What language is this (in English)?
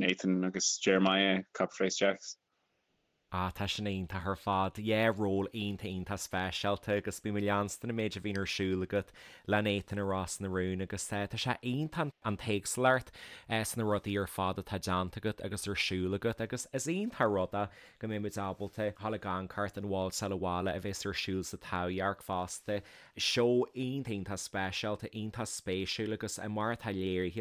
Irish